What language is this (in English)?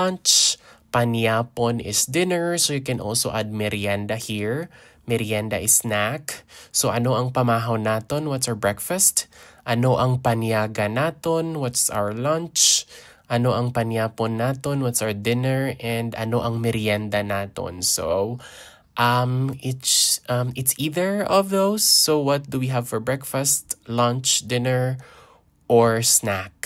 Hiligaynon